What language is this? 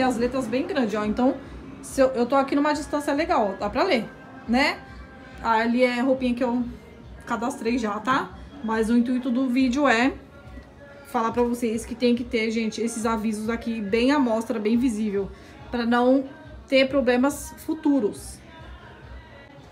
Portuguese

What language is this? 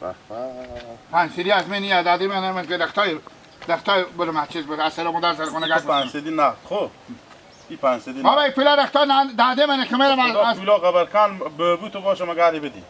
Hazaragi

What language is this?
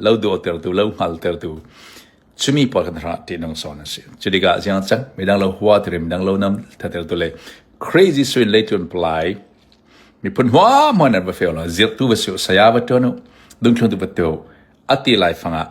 Falam Chin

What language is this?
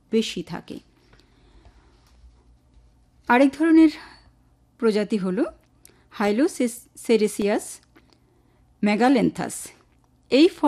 Bangla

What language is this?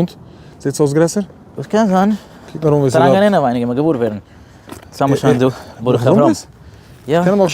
Yiddish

